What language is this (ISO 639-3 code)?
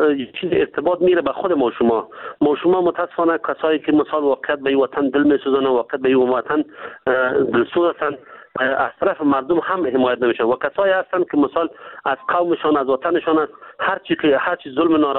fas